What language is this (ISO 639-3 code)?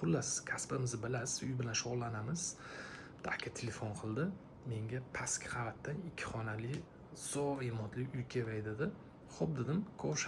uzb